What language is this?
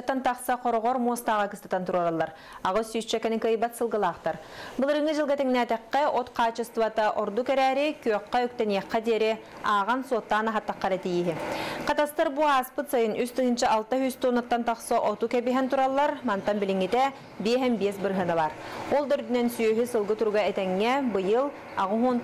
Yakut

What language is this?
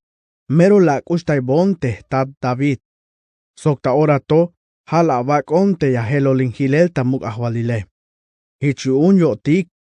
Tzeltal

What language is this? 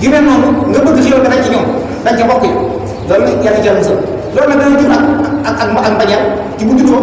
Wolof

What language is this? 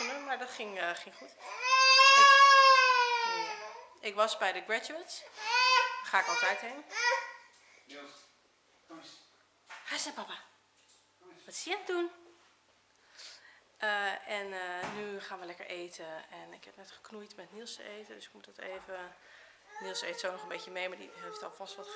Dutch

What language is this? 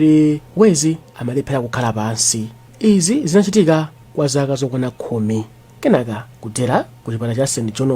Nyanja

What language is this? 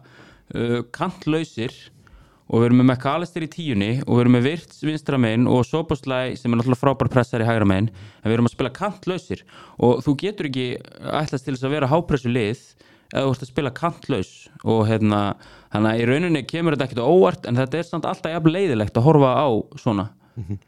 Icelandic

